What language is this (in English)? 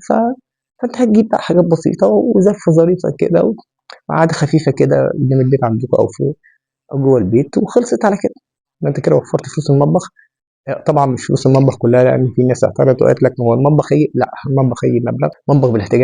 Egyptian Arabic